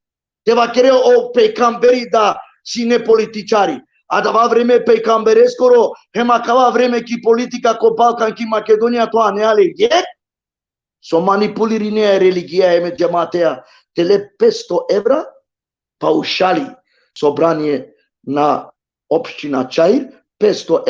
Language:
Balkan Romani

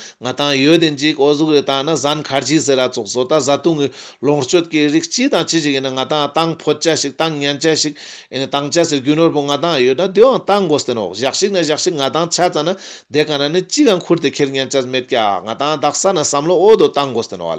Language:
Ladakhi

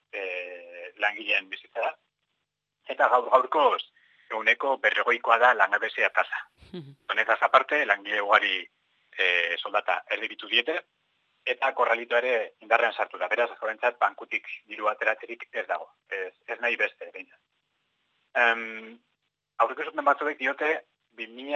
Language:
Basque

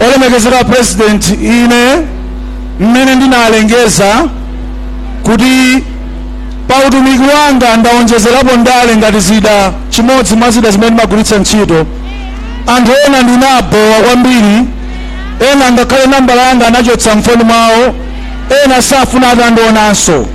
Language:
Nyanja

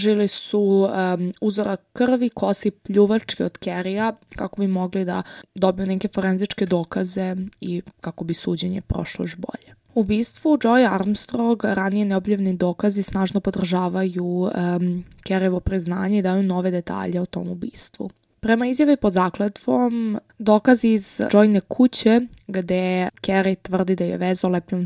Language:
Serbian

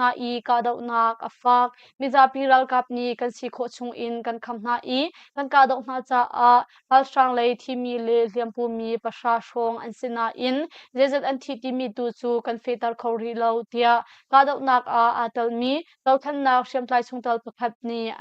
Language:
Hakha Chin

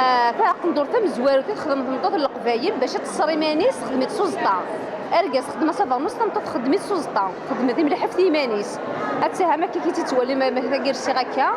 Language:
Kabyle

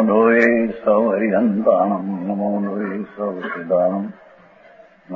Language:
Gujarati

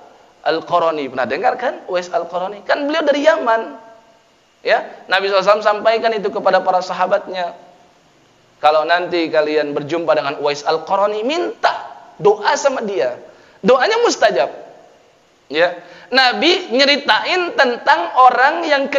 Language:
Indonesian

